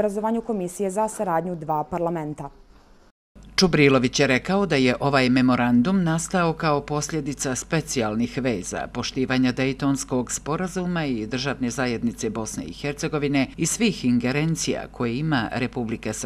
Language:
Bosnian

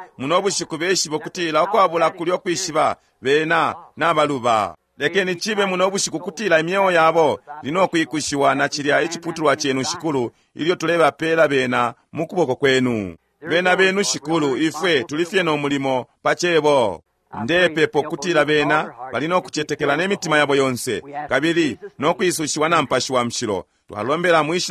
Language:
Bemba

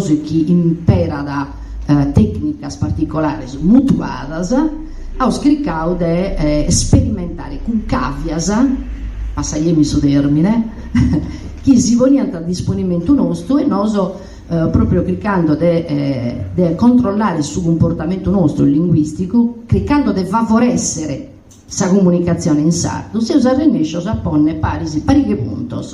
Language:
Sardinian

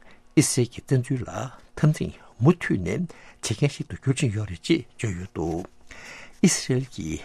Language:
Tibetan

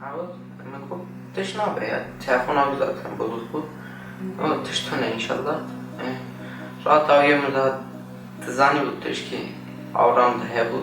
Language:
Kurdish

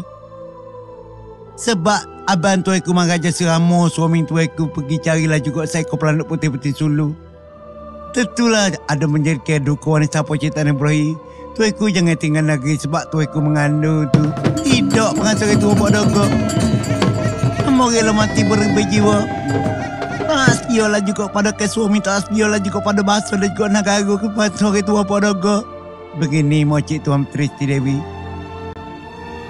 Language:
Malay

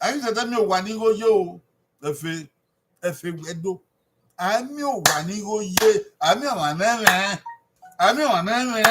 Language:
Bini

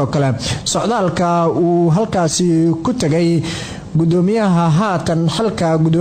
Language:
Somali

